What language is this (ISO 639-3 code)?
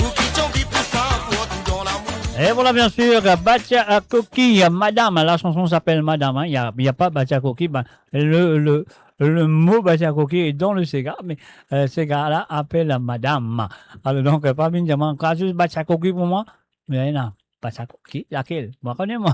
mfe